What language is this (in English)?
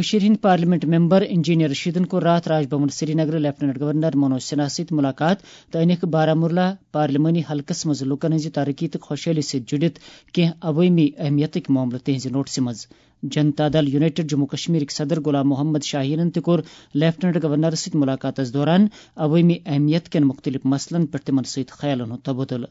Kashmiri